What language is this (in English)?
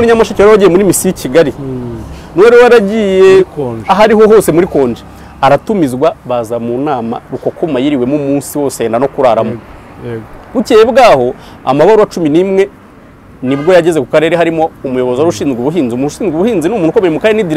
Kinyarwanda